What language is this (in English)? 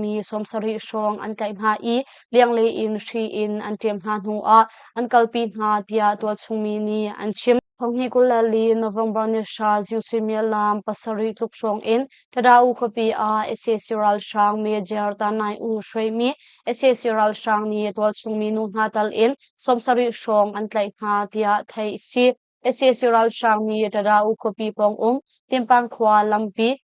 Hakha Chin